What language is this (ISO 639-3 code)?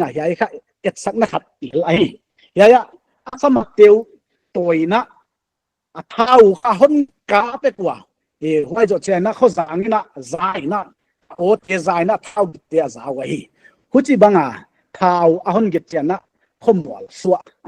pck